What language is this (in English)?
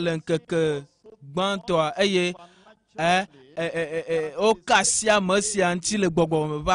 Ewe